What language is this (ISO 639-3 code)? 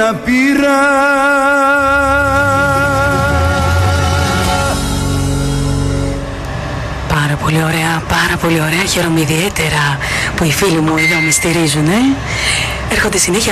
ell